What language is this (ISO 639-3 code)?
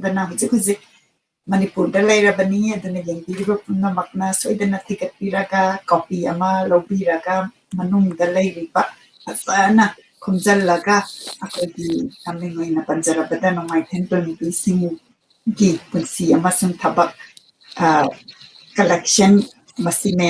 mni